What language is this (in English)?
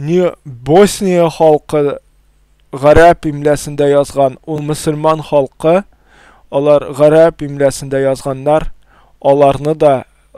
Tatar